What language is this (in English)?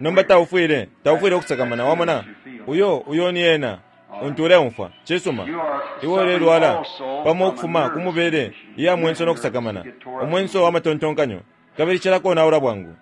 Bemba